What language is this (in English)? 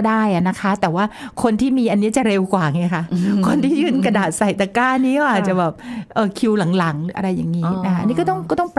Thai